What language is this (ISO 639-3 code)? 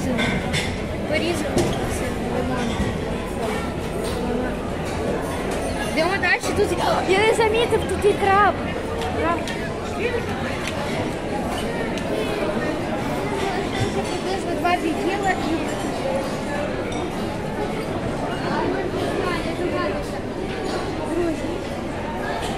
ukr